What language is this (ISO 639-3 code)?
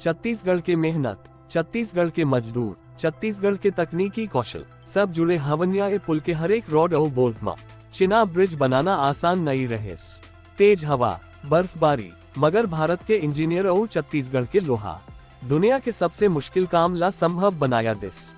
hne